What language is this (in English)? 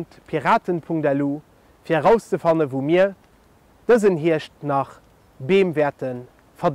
Luxembourgish